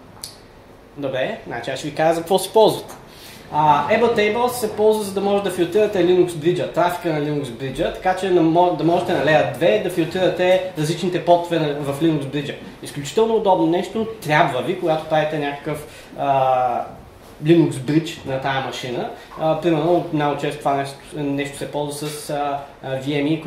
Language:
Bulgarian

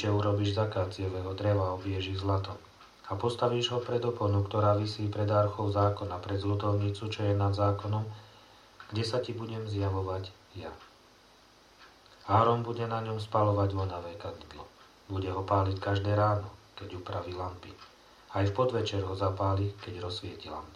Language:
Slovak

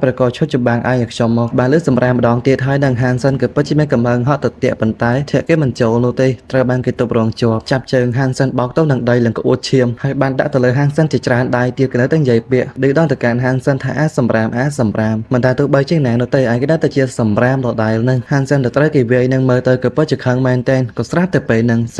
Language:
Khmer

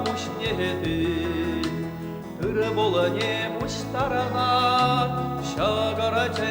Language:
Chuvash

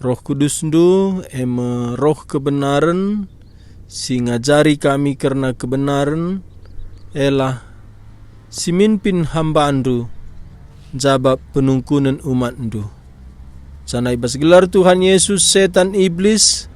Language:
Batak Karo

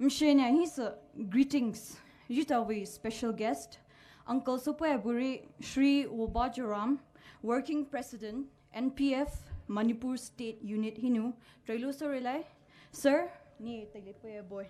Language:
Poumei Naga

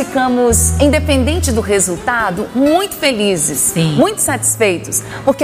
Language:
Portuguese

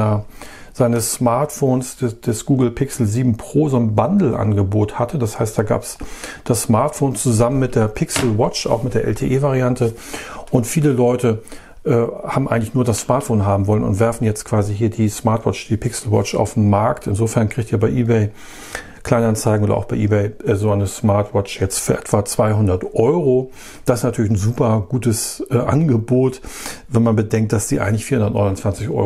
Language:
German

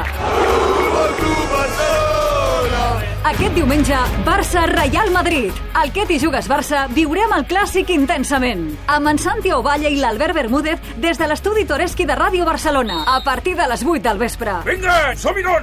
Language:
Catalan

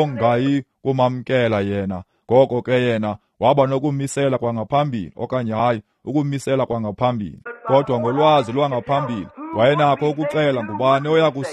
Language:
Xhosa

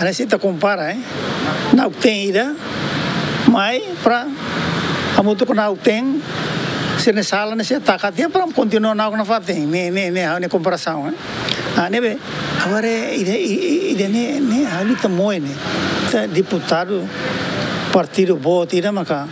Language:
Tetum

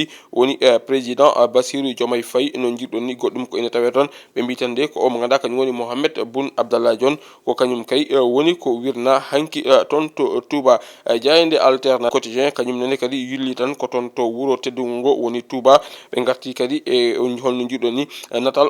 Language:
Fula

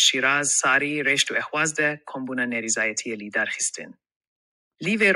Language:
Kurdish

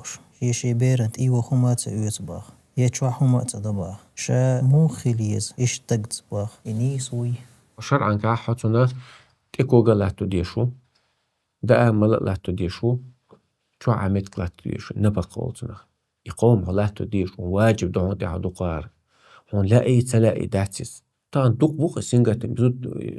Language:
Chechen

